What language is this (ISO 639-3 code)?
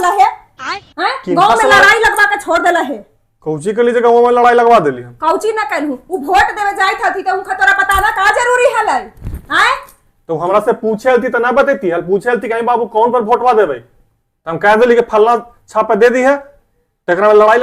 mag